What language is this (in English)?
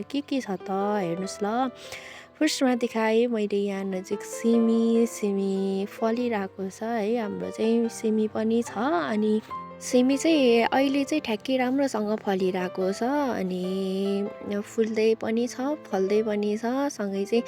Nepali